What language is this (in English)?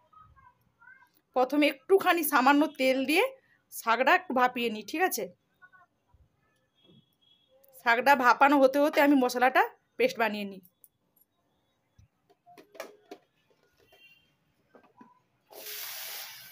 Bangla